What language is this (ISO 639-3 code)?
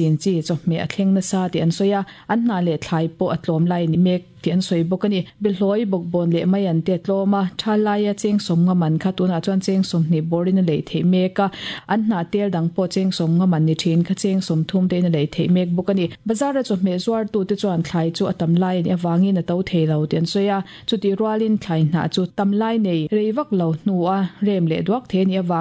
lus